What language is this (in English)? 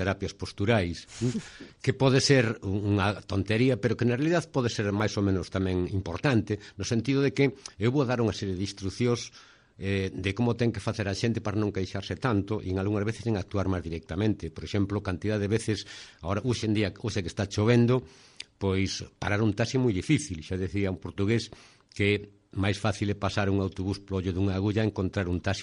Galician